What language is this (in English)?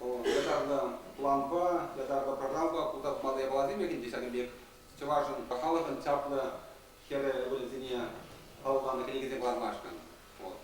Chuvash